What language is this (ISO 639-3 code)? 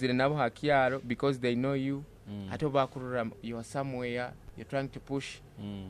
nyo